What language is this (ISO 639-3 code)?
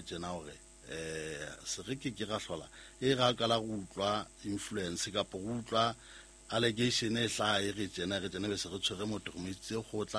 sot